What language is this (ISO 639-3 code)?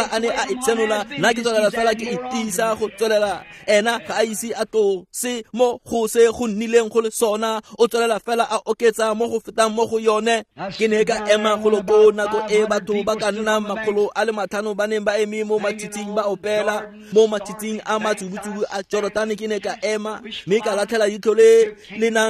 tsn